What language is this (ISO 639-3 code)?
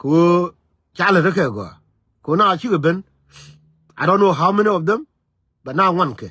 nus